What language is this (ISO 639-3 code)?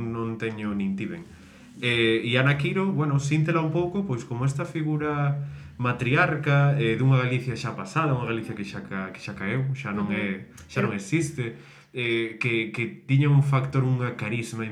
glg